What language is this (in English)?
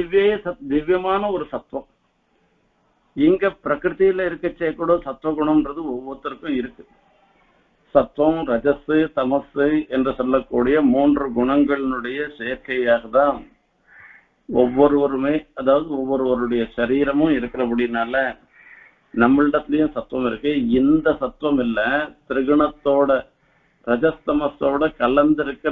Tamil